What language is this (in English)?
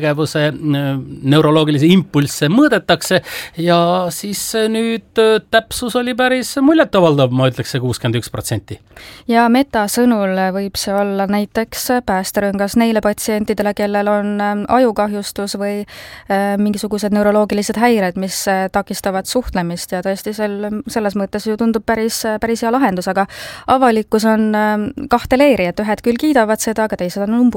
Estonian